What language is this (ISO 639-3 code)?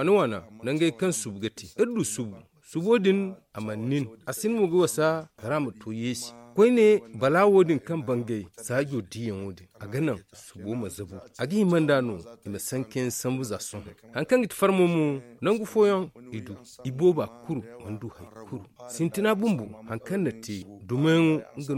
dje